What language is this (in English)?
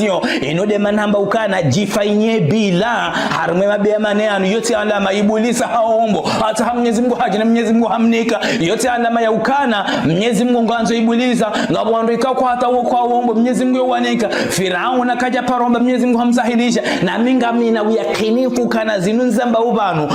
Ngazidja Comorian